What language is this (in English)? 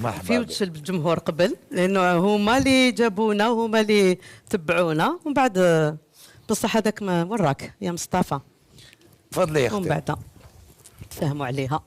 Algerian Arabic